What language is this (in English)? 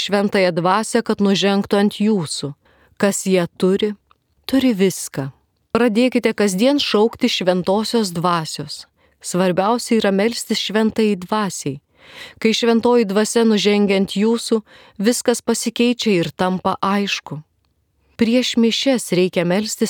Lithuanian